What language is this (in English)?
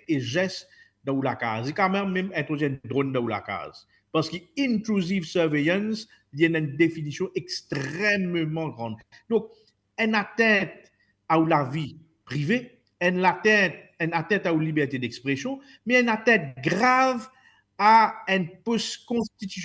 Morisyen